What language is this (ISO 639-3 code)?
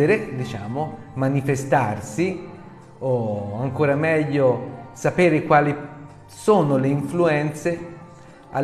ita